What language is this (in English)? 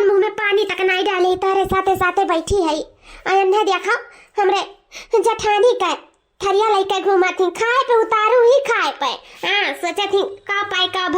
Awadhi